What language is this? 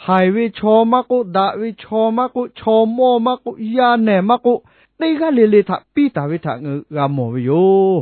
Lahu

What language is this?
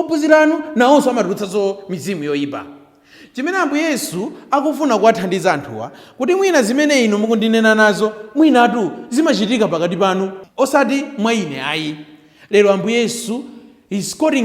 Nyanja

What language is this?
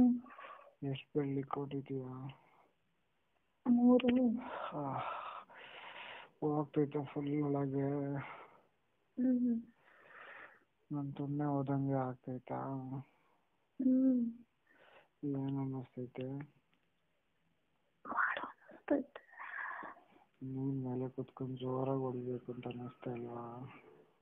Kannada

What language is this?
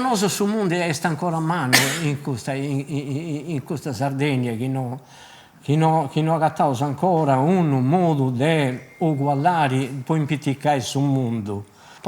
Sardinian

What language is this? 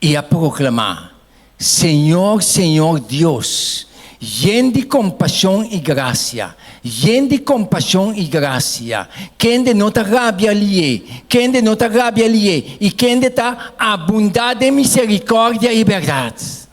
Papiamento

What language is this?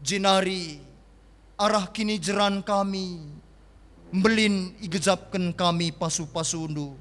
Batak Karo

